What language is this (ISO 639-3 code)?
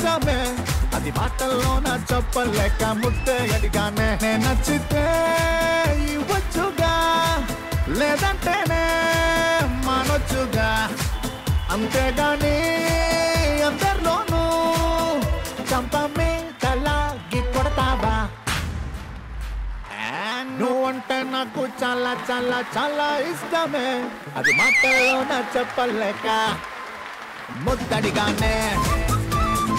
tel